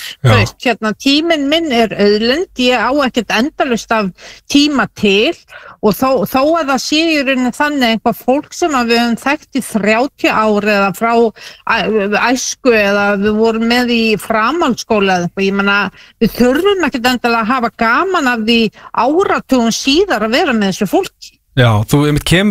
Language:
Icelandic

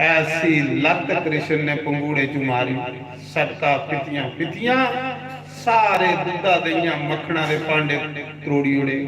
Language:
Dogri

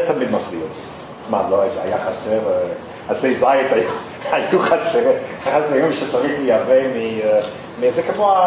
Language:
Hebrew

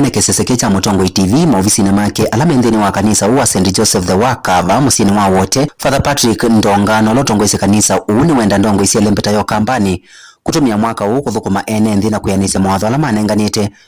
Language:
Kamba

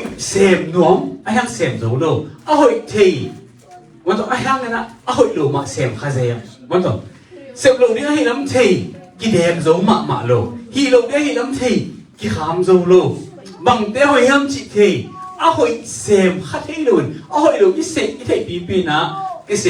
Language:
Tedim Chin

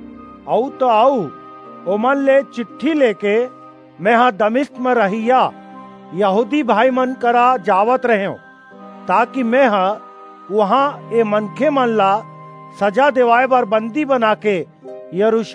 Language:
Chhattisgarhi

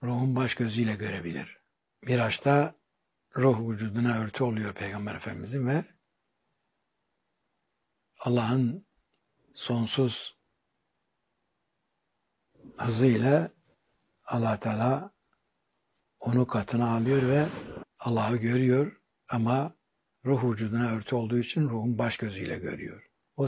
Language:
Turkish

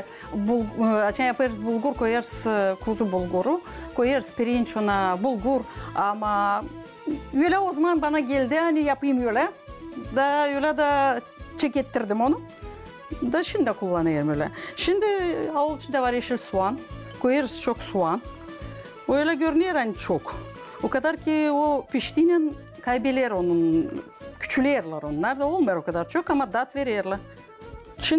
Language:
Gagauz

